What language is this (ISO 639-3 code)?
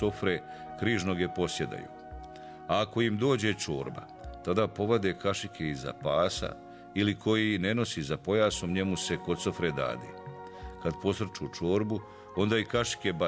bos